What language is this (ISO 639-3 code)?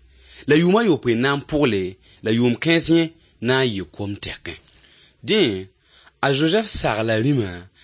mos